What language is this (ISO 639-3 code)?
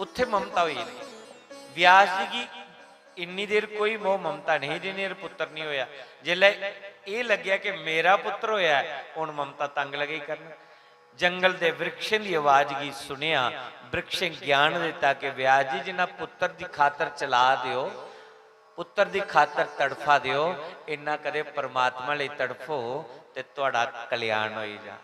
doi